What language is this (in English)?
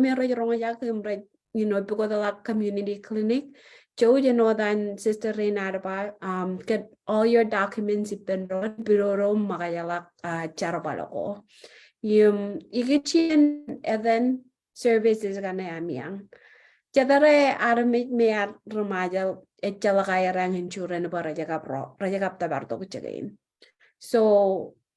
Marshallese